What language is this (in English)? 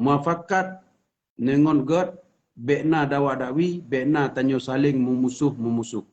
Achinese